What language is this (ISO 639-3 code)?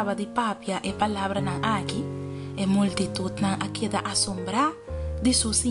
pap